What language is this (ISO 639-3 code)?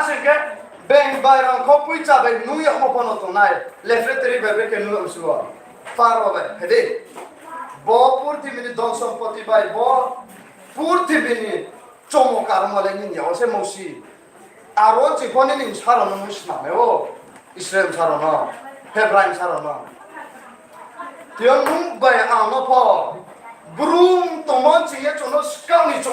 ria